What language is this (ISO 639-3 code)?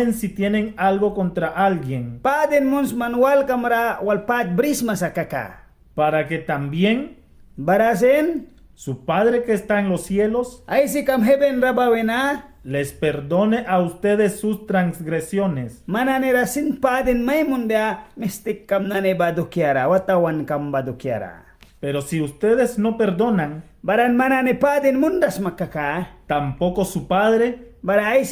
miq